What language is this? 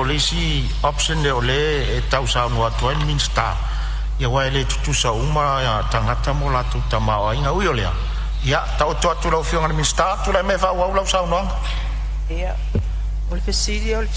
Samoan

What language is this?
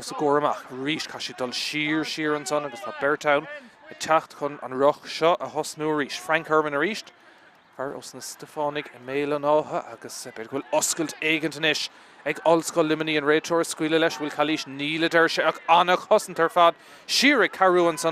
Irish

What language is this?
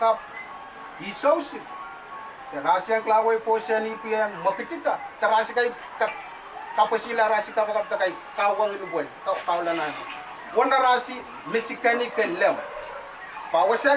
Pohnpeian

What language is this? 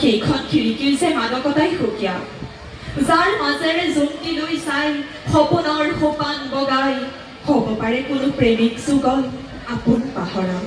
Assamese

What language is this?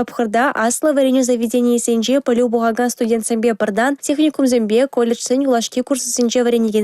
Chuvash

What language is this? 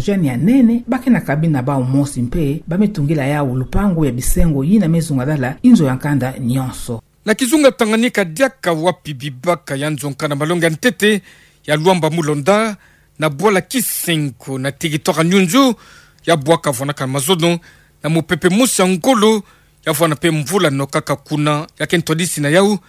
Kituba (Democratic Republic of Congo)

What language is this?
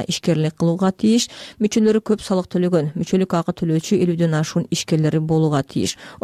Kyrgyz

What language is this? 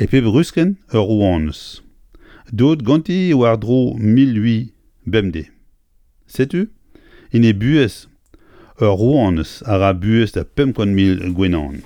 Breton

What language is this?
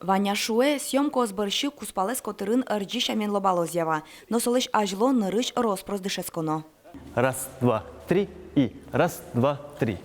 Udmurt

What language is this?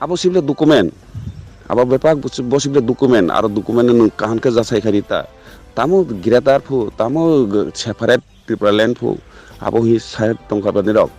Riang (India)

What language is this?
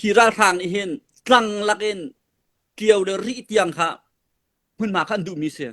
Falam Chin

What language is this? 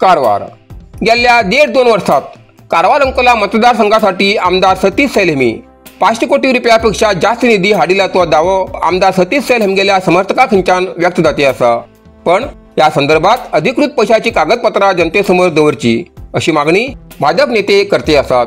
Konkani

